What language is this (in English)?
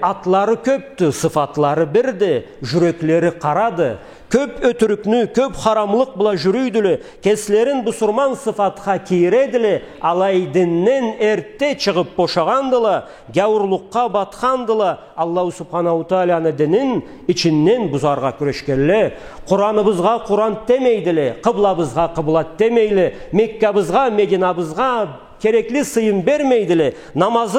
Karachay-Balkar